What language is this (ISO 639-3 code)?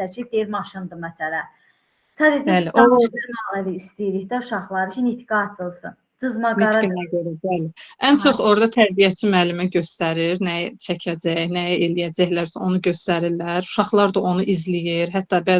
aze